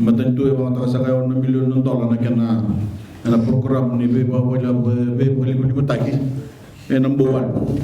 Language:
Fijian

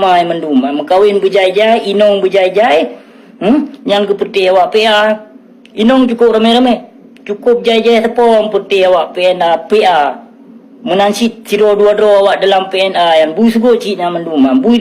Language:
Achinese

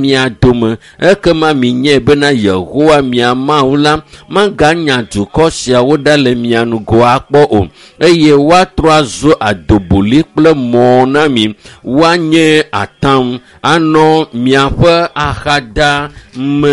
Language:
Ewe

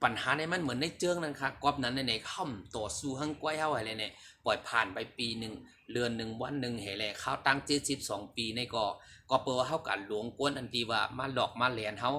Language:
Shan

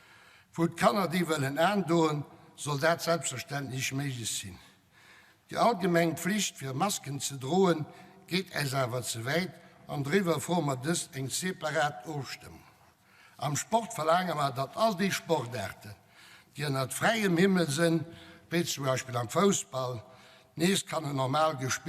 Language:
Luxembourgish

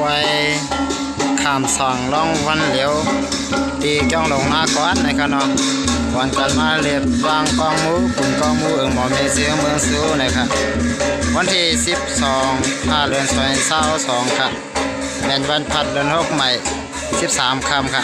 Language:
Shan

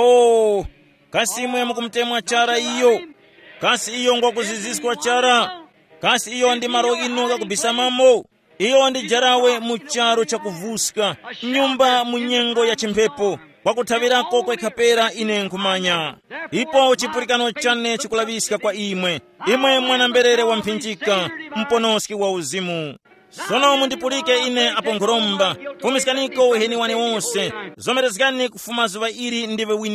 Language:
Tumbuka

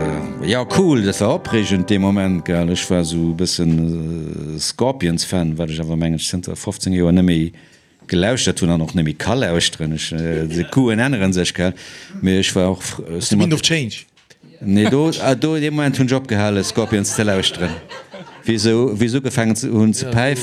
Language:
Luxembourgish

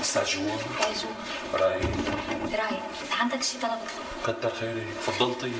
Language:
North Levantine Arabic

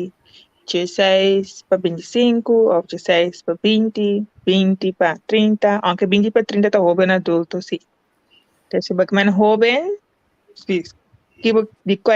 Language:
Papiamento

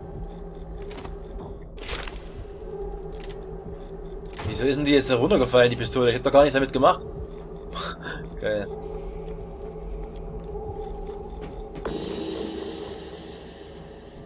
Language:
German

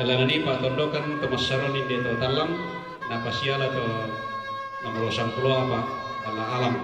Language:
Toraja-Sa'dan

